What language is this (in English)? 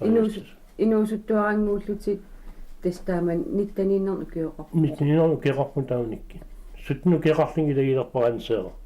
Kalaallisut